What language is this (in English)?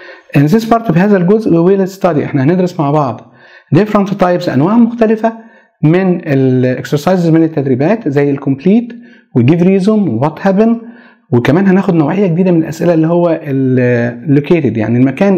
Egyptian Arabic